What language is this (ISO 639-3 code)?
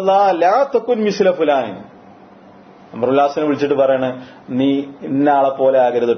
mal